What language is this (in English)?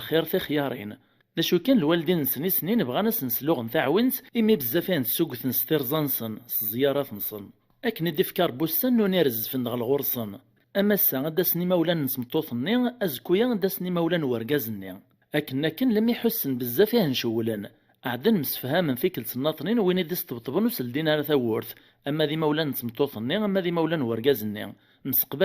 Kabyle